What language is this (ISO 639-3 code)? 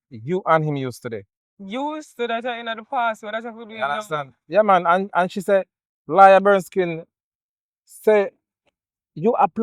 jam